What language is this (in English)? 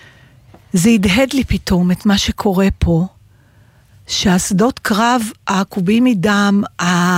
Hebrew